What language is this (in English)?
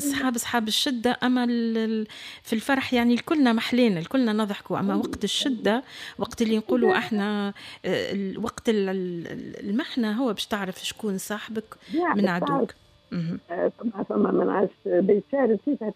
Tunisian Arabic